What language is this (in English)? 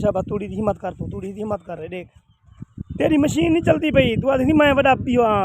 Saraiki